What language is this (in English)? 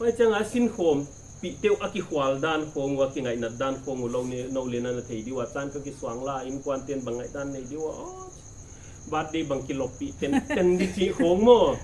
Paite Chin